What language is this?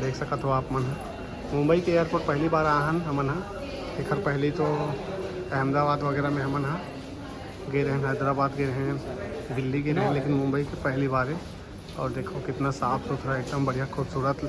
Chhattisgarhi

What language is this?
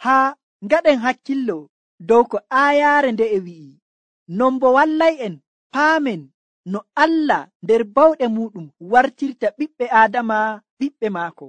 Nigerian Fulfulde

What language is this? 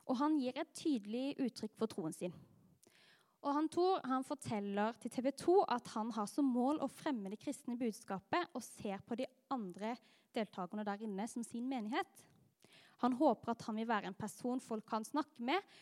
Norwegian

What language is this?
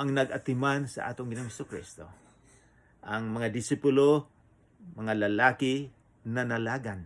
Cebuano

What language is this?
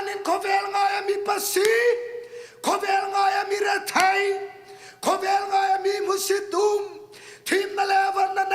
Hmar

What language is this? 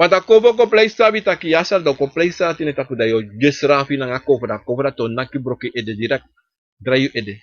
Sranan Tongo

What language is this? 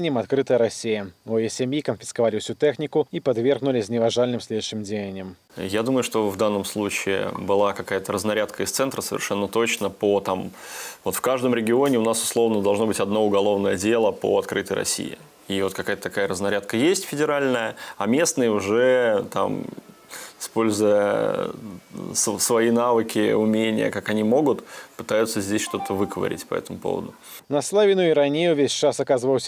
Belarusian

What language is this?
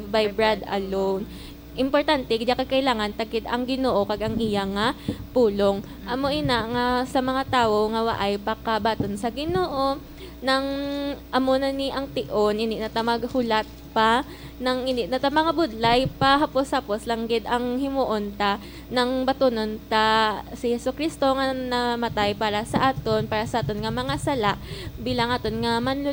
Hiligaynon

